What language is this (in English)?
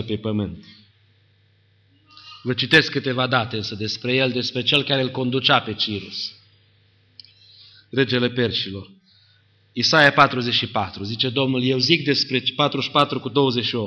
Romanian